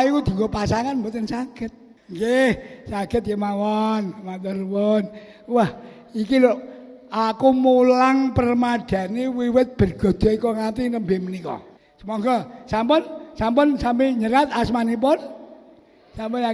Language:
Javanese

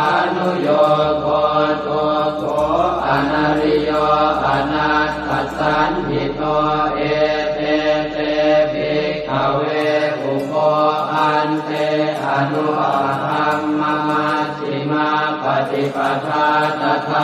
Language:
Pali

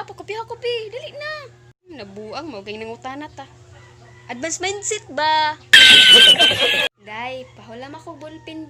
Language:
Cebuano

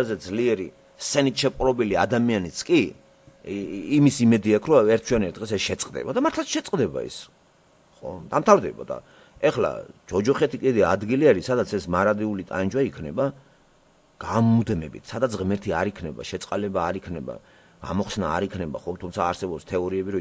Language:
Georgian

